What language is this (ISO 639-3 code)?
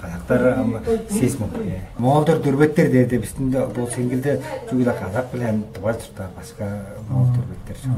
tyv